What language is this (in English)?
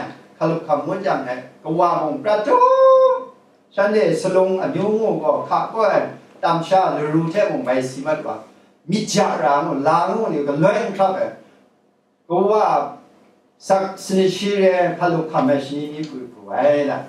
Kachin